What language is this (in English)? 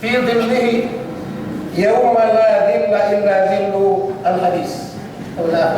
Yakan